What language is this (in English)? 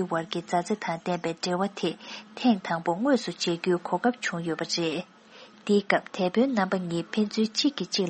Tibetan